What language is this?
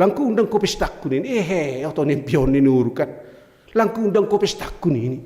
Batak Simalungun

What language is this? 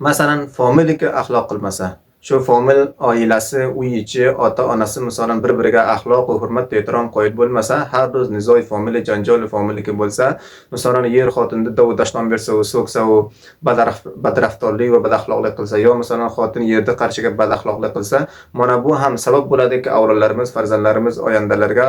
Uzbek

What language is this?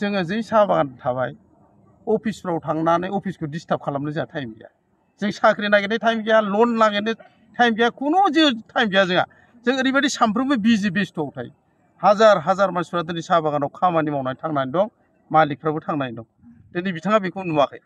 Bodo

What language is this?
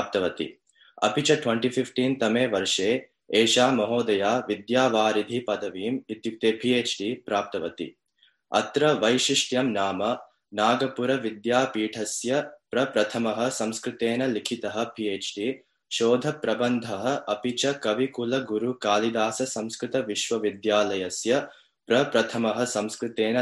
Sanskrit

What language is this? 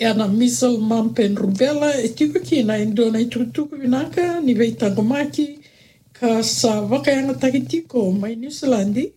Fijian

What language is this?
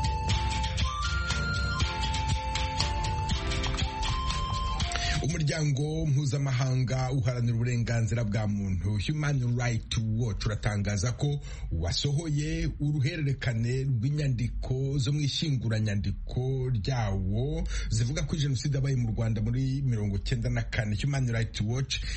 Kinyarwanda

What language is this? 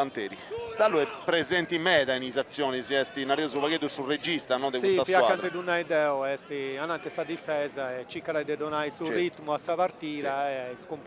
Sardinian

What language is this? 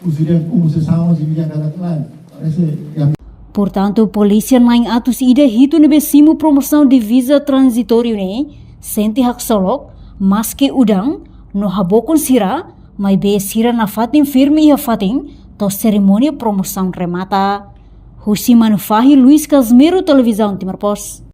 Tetum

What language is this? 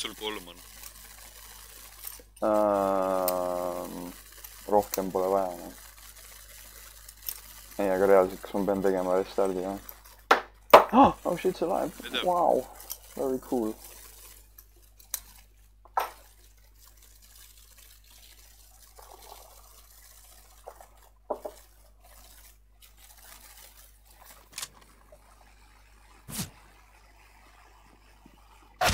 Estonian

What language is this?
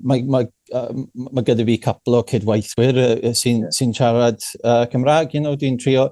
Welsh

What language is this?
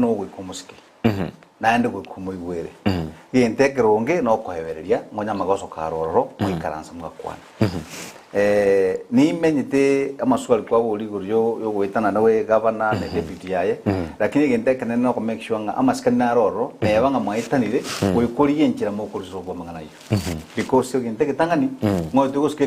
Gusii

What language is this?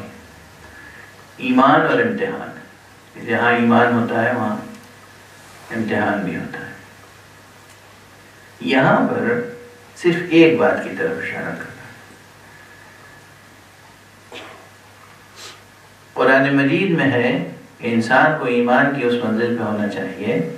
Urdu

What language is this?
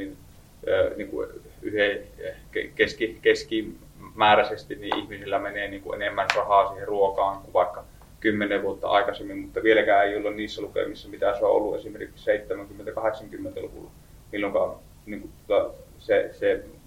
Finnish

